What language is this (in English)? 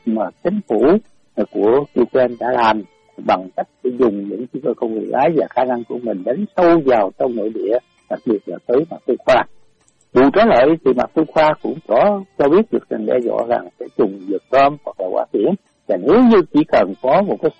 Vietnamese